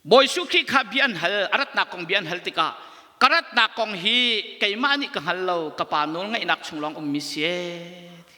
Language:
Hakha Chin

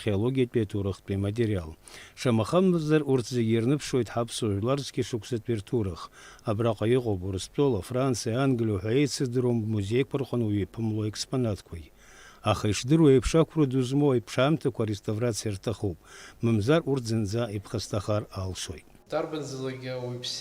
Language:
Abkhazian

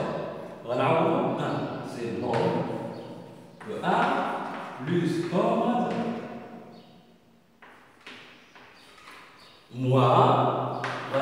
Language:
Moroccan Arabic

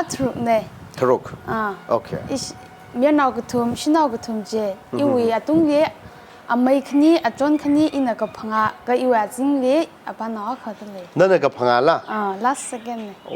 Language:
Tangkhul Naga (India)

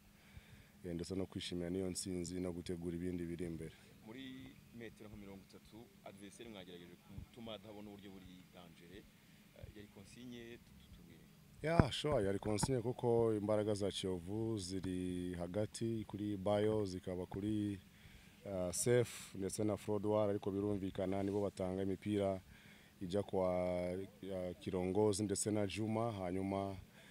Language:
Kinyarwanda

